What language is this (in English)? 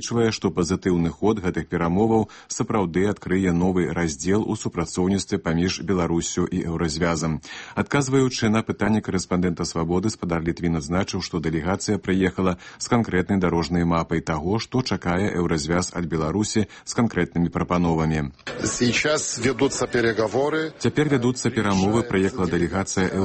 Belarusian